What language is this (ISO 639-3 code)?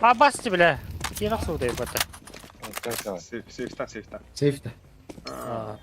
sah